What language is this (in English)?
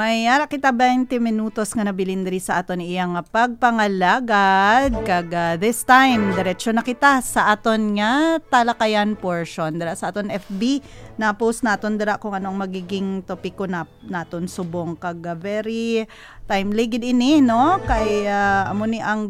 Hiligaynon